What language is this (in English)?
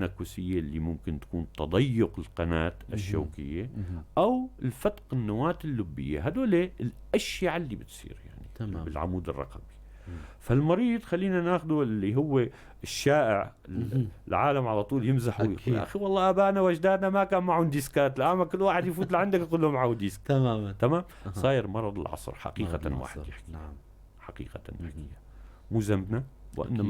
North Levantine Arabic